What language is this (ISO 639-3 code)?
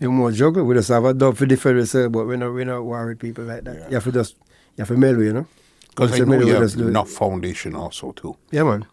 jam